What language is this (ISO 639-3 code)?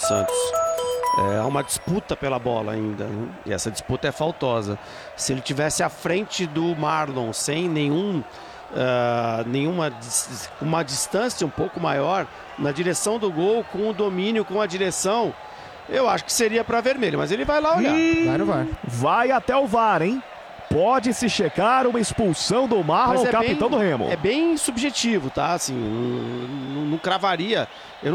por